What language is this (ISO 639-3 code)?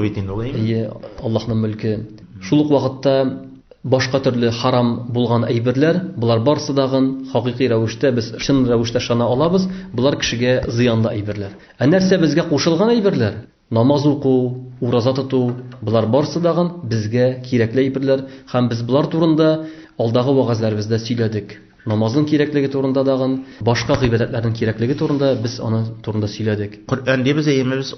tat